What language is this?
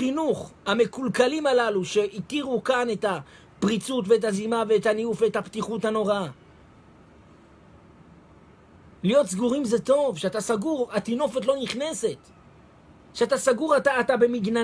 Hebrew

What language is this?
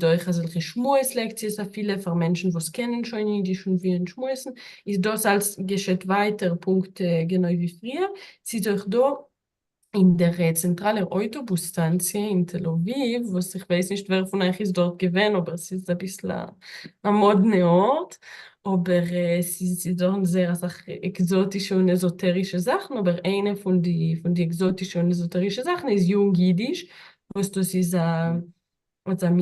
Yiddish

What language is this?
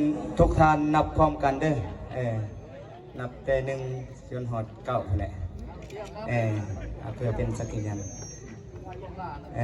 Lao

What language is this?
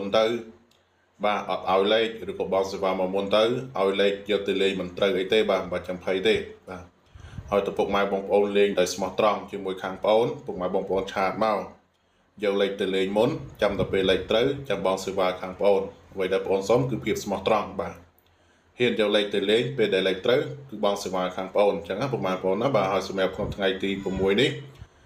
Khmer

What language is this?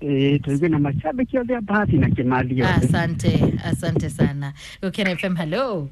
Kikuyu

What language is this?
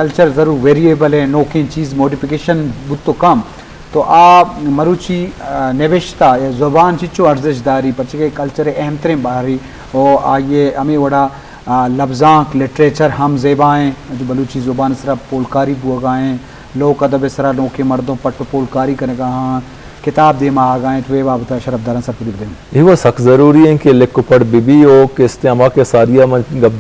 Eastern Balochi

